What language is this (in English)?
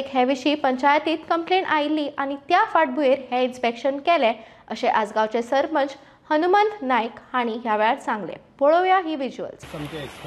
Konkani